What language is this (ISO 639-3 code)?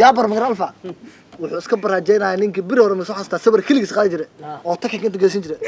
som